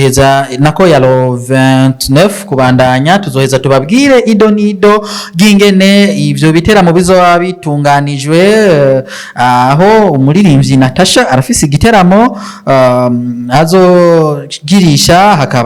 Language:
Rundi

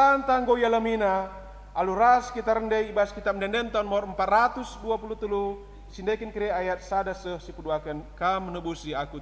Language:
Batak Karo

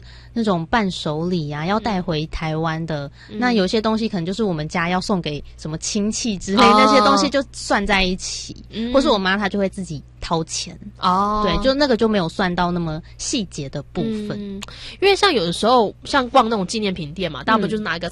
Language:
Chinese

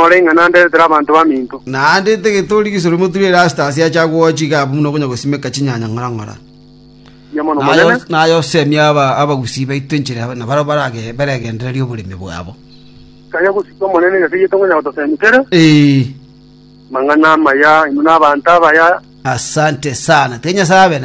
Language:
Gusii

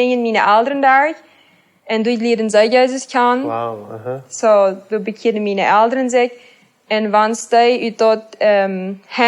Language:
Plautdietsch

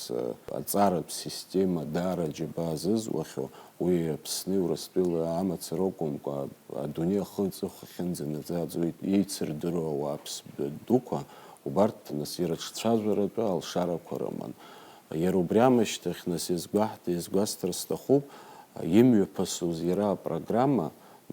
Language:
Abkhazian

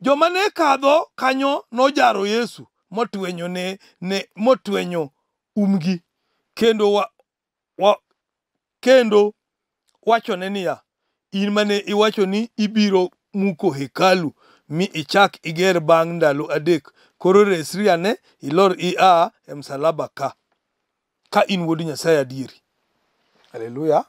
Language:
Luo (Kenya and Tanzania)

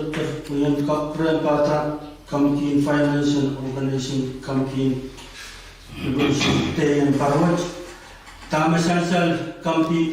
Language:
Pohnpeian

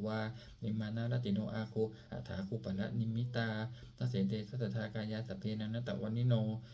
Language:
Pali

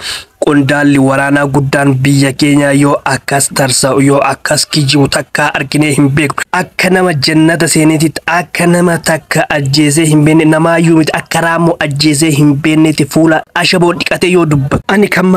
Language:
Oromo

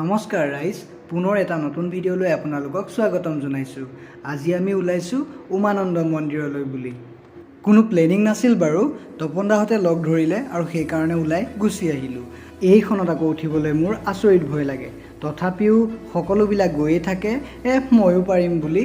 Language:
Assamese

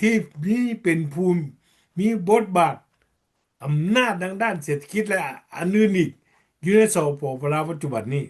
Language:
Lao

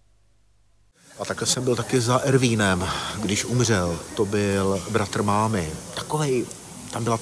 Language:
Czech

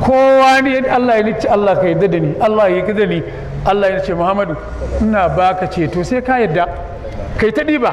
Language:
Hausa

